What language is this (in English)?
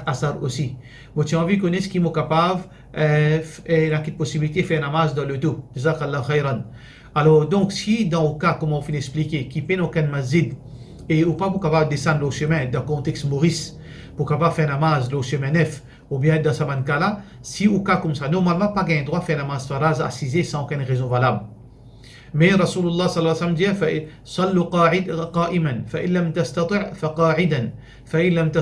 Morisyen